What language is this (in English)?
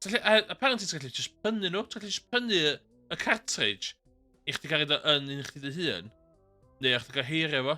Welsh